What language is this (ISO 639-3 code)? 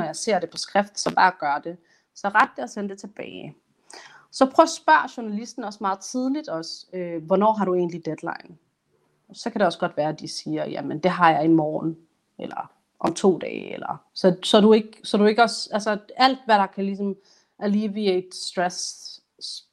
dan